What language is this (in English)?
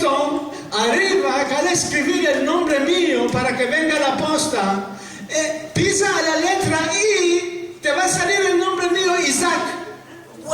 Ladino